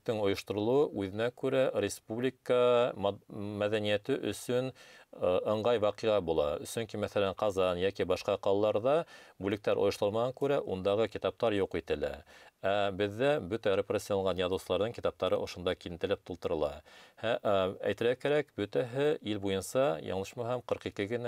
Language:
Bashkir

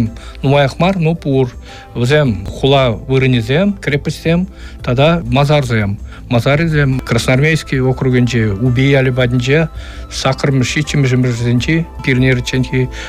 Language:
Chuvash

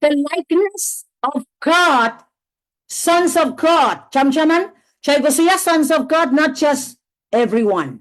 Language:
Pohnpeian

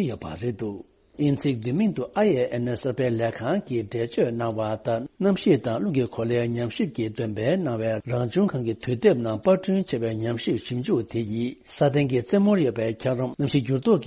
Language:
Tibetan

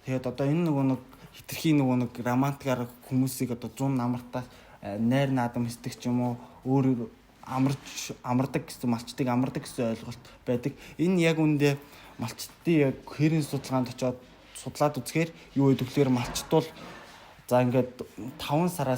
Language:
Mongolian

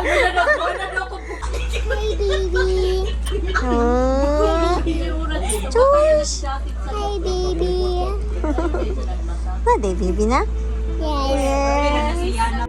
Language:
Cebuano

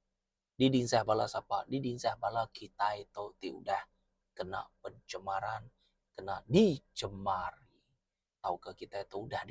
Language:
Iban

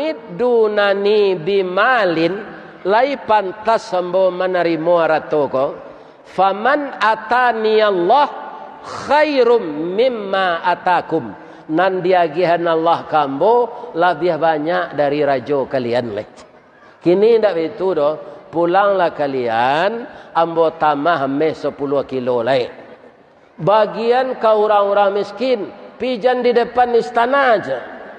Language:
Minangkabau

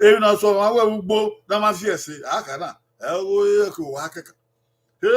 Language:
Bini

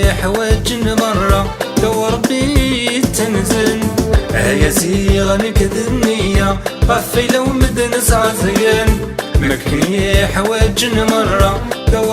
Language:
Kabyle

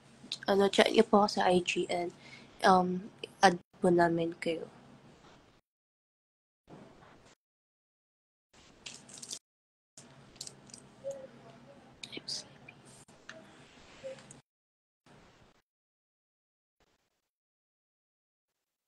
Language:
Filipino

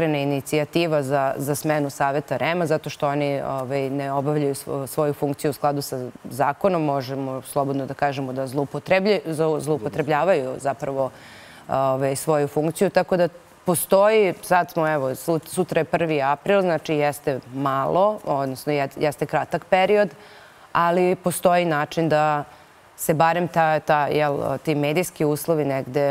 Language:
Serbian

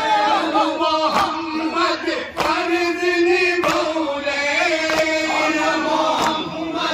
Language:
Bhojpuri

